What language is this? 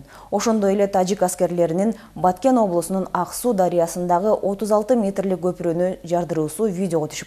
Kyrgyz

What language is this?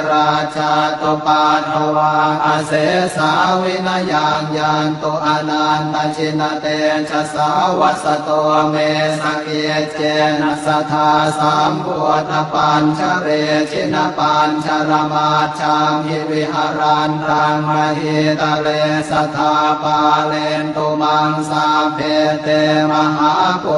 Pali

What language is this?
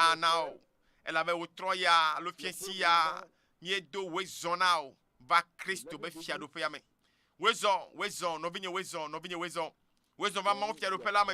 Ewe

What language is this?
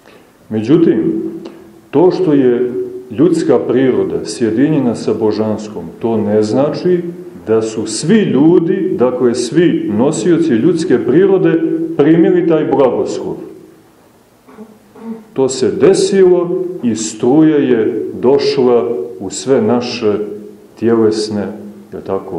Serbian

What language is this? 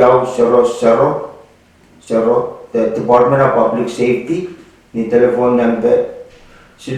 Pohnpeian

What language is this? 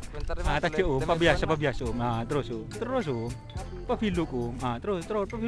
Madurese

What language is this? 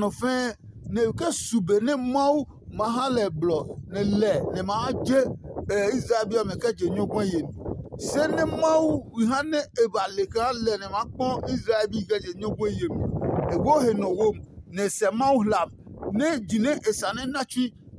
Adangme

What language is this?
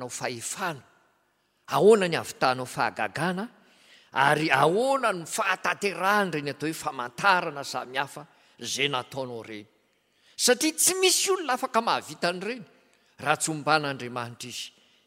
Malagasy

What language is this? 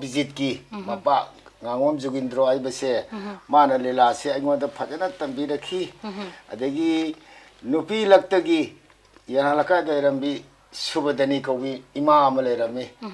Manipuri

